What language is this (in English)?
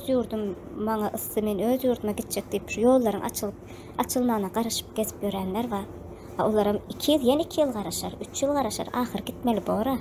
Turkmen